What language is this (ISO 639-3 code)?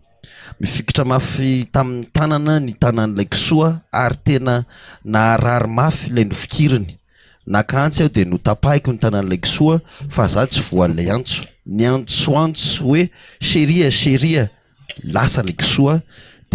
mlg